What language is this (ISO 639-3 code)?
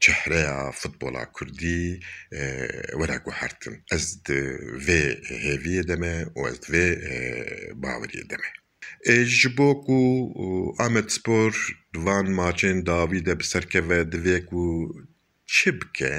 kur